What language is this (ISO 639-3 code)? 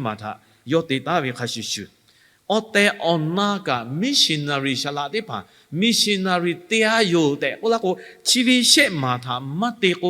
lhu